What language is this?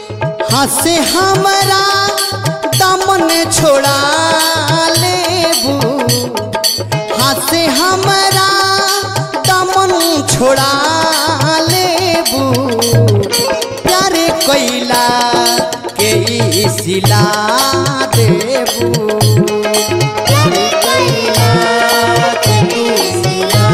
Bhojpuri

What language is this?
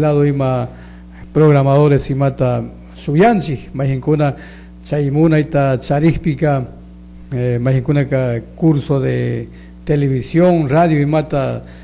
Chimborazo Highland Quichua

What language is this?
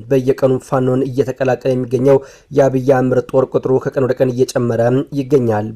Amharic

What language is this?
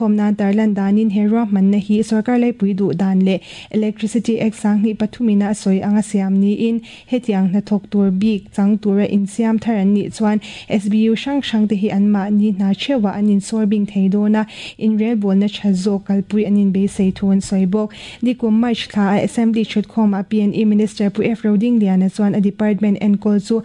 Mizo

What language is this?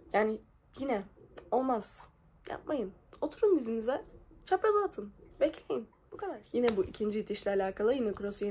Turkish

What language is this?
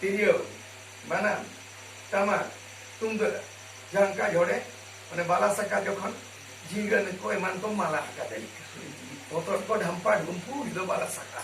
Santali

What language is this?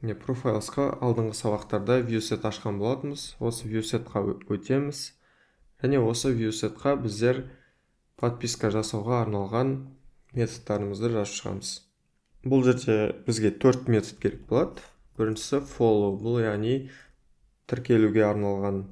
Kazakh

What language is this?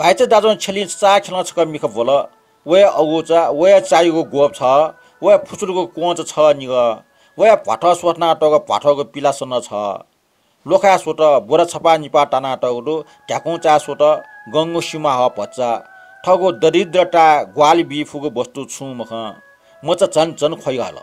Newari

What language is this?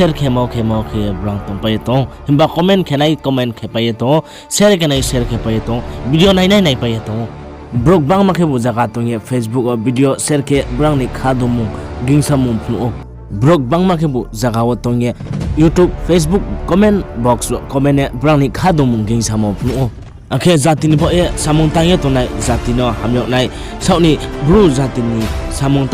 Riang (India)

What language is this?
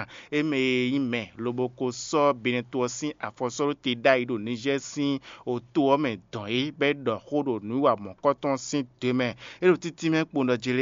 Fon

